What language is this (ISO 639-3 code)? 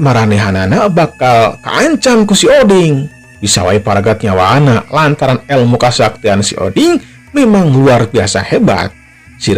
sun